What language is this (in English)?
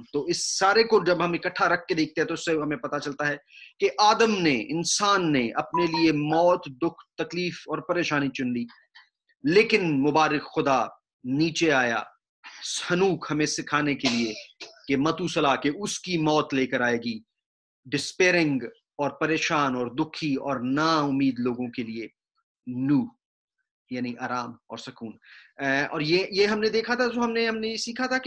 Urdu